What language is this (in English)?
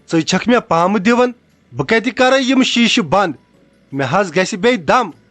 Kashmiri